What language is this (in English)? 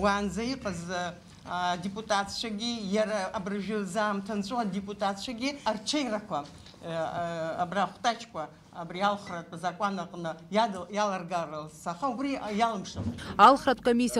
Abkhazian